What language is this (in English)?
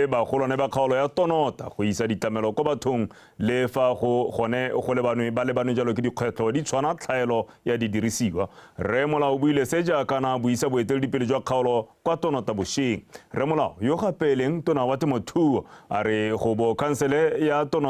Tswana